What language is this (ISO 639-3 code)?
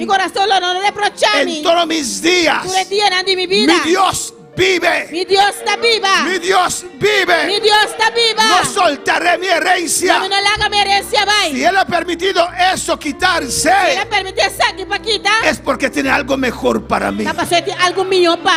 pap